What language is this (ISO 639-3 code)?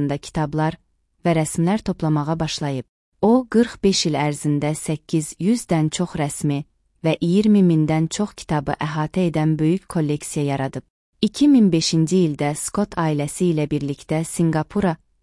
aze